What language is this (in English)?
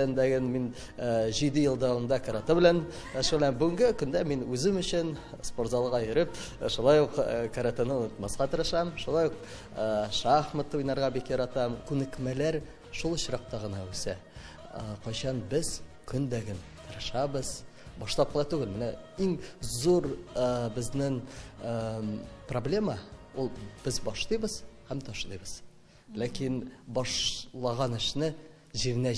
Tatar